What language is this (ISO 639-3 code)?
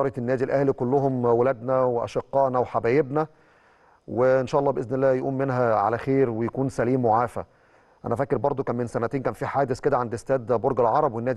arz